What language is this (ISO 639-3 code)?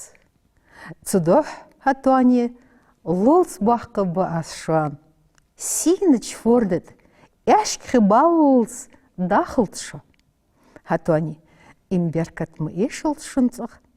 inh